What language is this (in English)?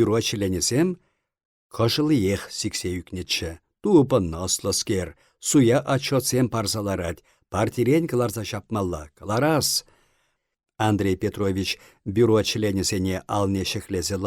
Chuvash